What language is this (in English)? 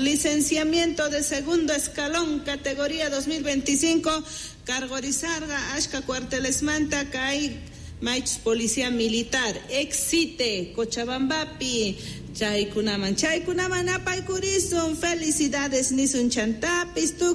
South Bolivian Quechua